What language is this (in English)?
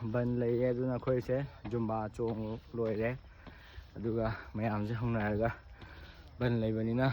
Manipuri